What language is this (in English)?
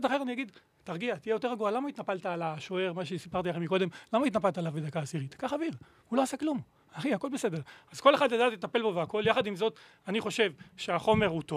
Hebrew